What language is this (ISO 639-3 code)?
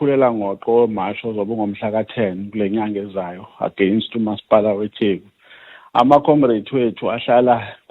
zul